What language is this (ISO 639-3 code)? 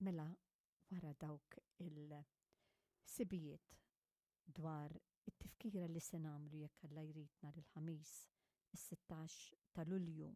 mlt